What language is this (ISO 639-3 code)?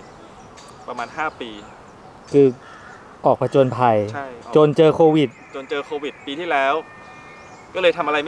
tha